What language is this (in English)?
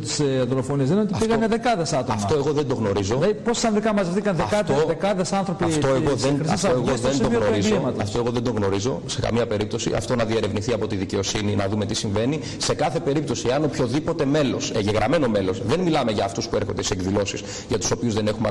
Greek